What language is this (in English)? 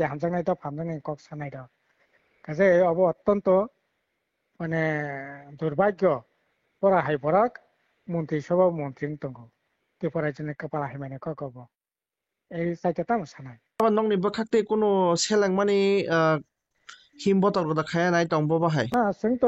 Kok Borok